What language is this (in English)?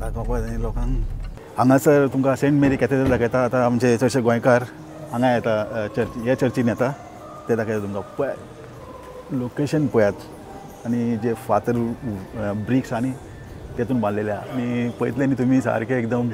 Konkani